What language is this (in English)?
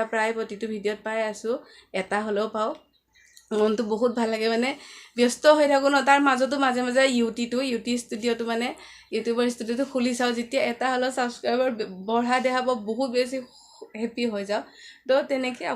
Assamese